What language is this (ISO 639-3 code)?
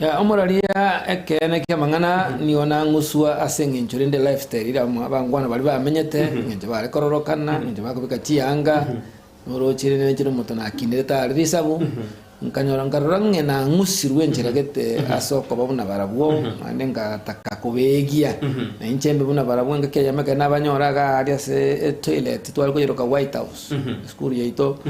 guz